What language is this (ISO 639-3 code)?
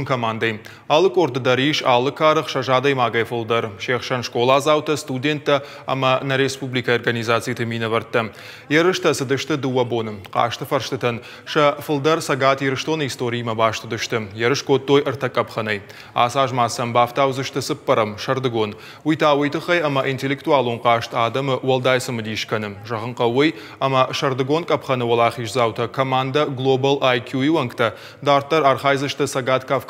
oss